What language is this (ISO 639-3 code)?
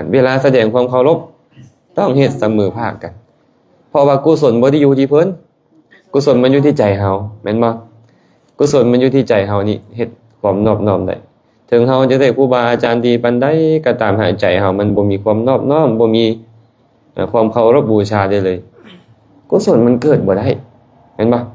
lao